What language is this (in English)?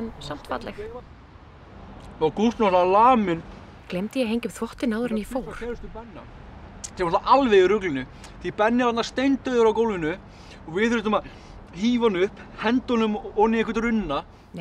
Icelandic